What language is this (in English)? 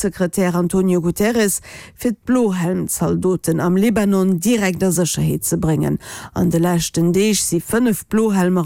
Luxembourgish